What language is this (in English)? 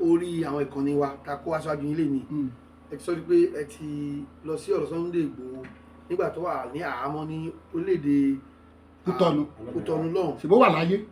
Yoruba